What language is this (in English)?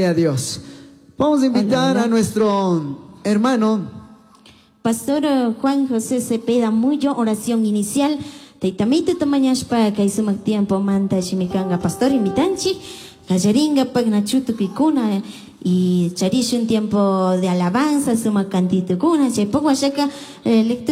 Chimborazo Highland Quichua